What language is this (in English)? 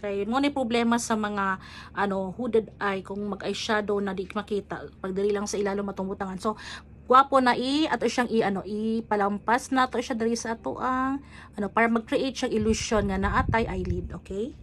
Cebuano